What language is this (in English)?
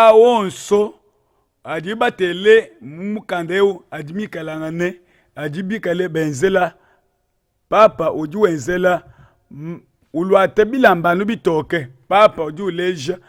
Luba-Lulua